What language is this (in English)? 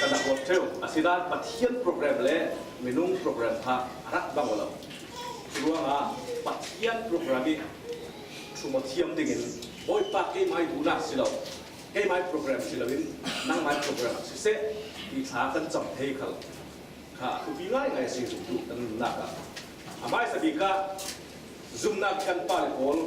Falam Chin